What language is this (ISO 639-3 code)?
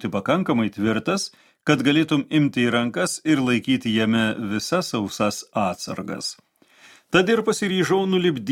lit